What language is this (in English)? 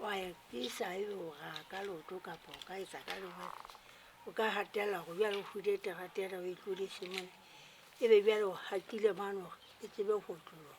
Southern Sotho